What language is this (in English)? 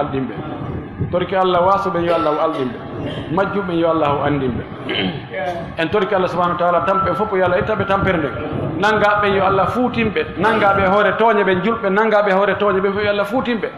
Fula